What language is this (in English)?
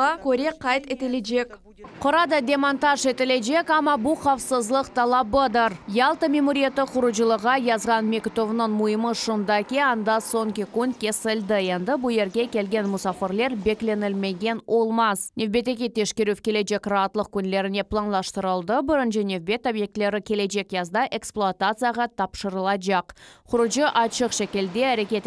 Crimean Tatar